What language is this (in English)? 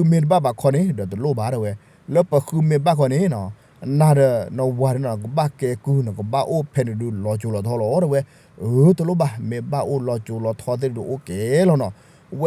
S'gaw Karen